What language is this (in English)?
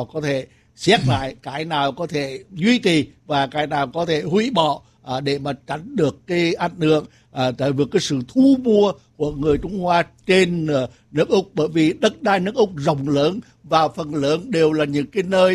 Vietnamese